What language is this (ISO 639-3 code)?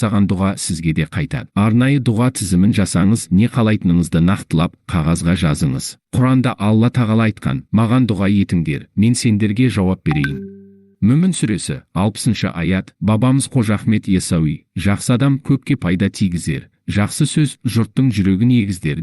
kaz